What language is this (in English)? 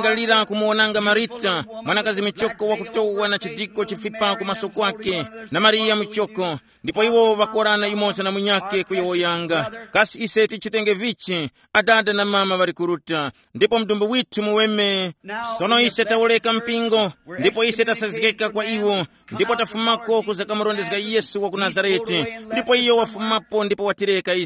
Tumbuka